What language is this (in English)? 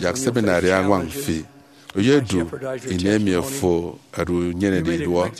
Efik